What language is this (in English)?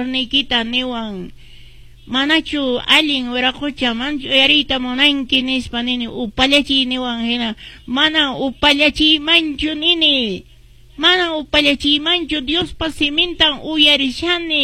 Quechua